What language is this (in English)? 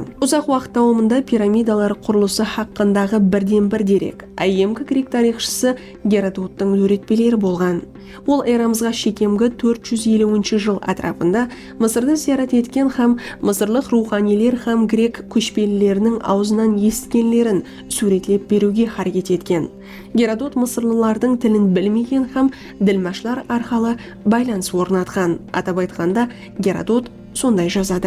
Kara-Kalpak